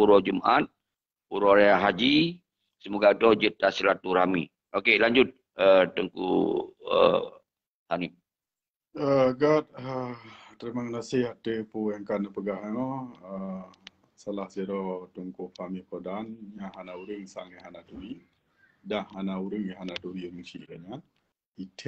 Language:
Achinese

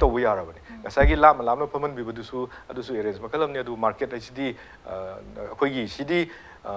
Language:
Manipuri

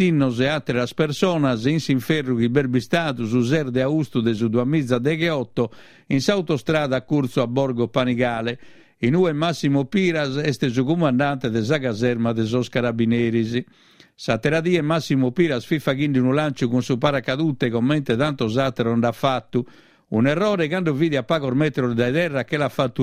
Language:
Sardinian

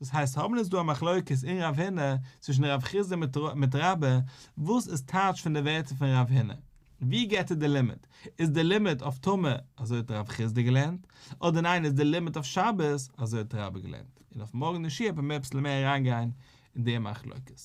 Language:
Yiddish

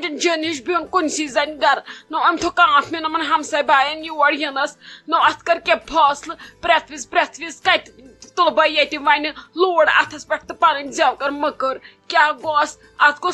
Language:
Kashmiri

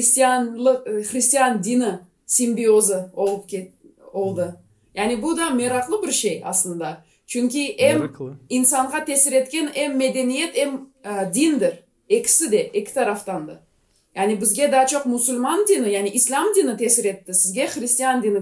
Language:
Gagauz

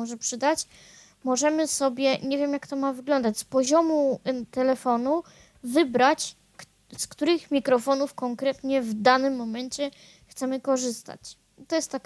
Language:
Polish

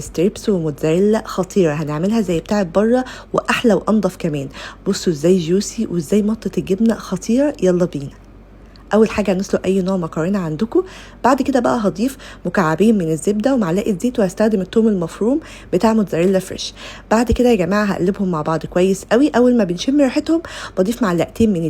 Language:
Egyptian Arabic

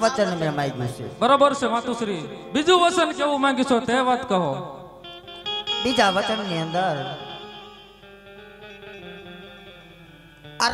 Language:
Gujarati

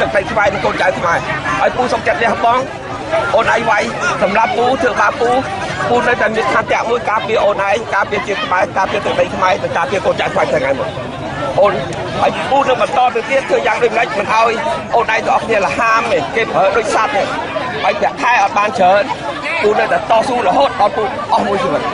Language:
Khmer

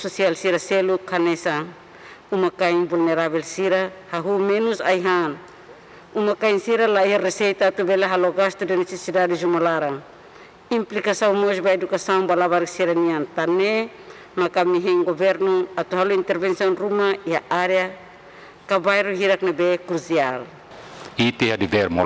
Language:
Tetum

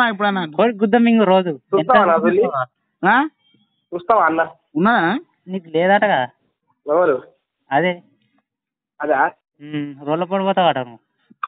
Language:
Telugu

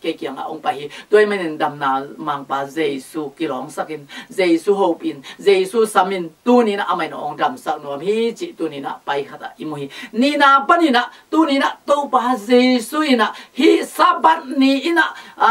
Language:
Tedim Chin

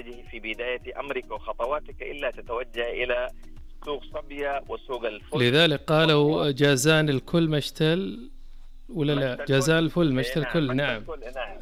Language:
Najdi Arabic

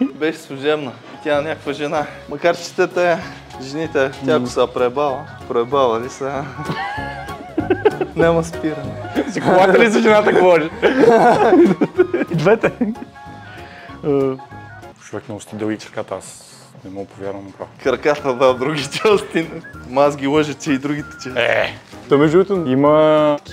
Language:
Bulgarian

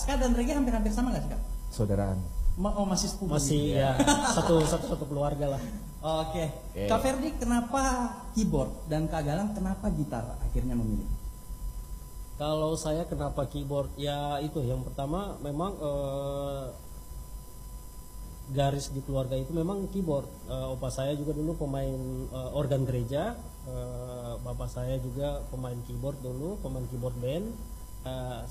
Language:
Indonesian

